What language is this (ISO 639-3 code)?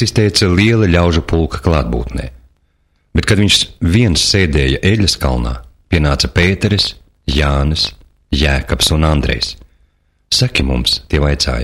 lav